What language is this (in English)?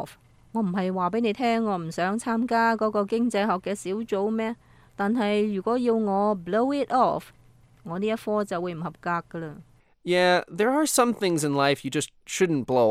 Cantonese